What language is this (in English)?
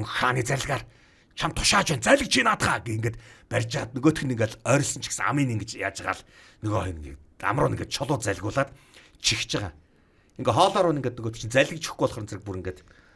Mongolian